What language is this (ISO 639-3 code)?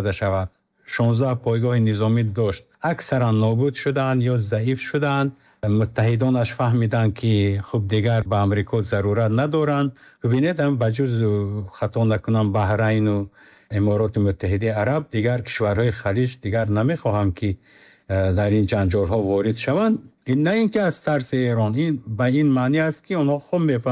tgk